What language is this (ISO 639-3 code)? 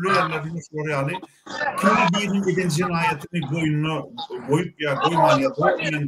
tuk